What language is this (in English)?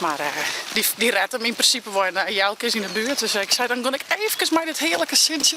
Western Frisian